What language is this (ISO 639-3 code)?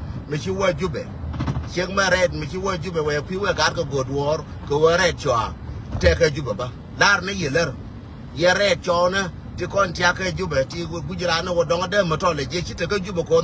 nus